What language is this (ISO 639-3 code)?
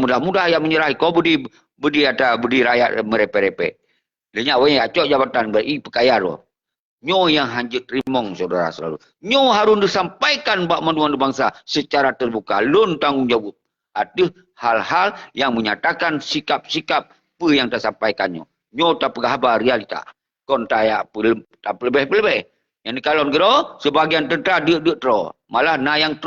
ace